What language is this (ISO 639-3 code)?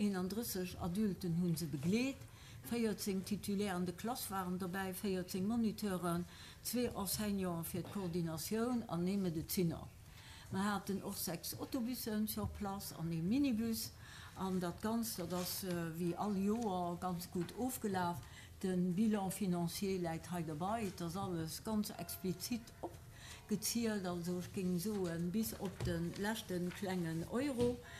ltz